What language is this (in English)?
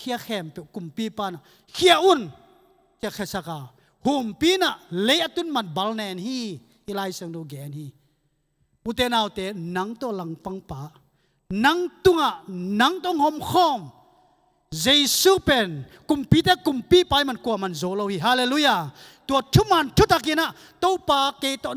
Tedim Chin